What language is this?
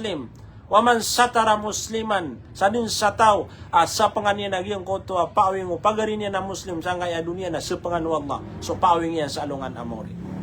Maranao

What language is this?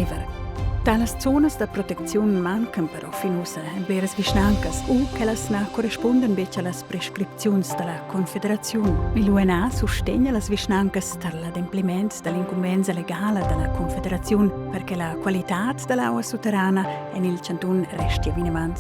Romansh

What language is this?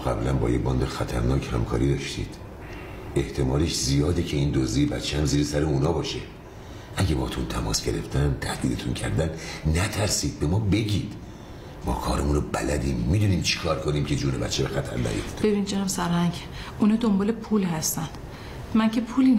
Persian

